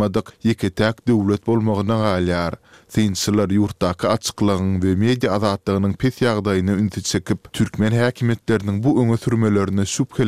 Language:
Turkmen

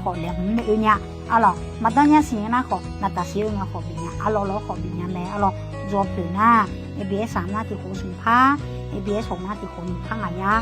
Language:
Akha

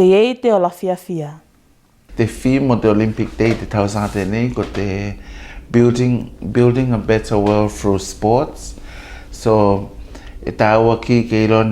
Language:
Tuvalu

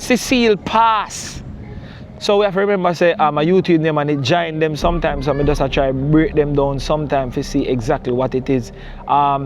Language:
Jamaican Creole English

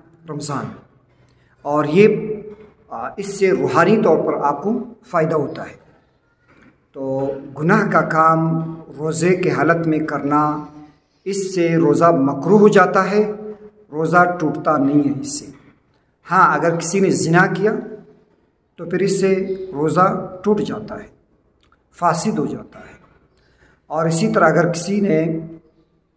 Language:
Urdu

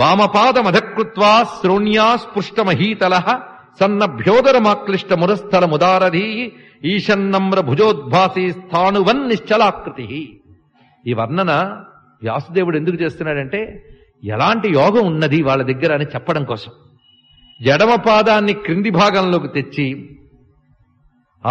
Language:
Telugu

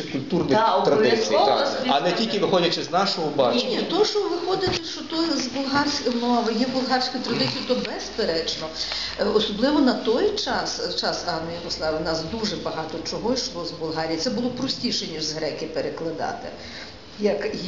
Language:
Ukrainian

